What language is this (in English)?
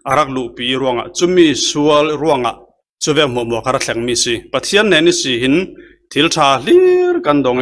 Falam Chin